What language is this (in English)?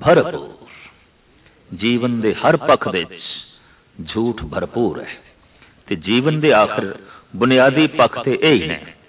Punjabi